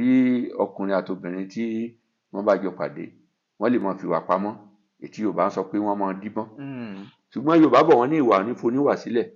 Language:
Yoruba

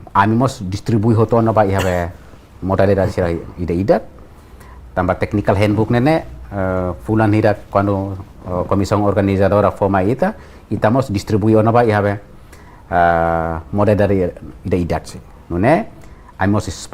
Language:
Tetum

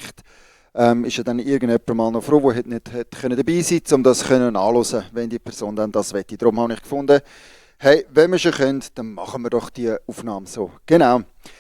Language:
Swiss German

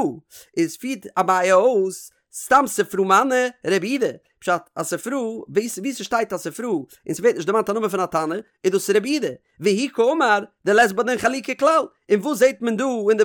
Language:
Yiddish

